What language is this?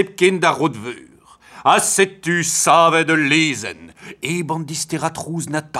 Breton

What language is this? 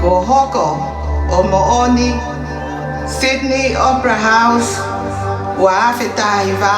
Tongan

